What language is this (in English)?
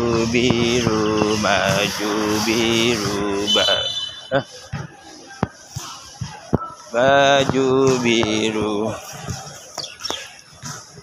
Malay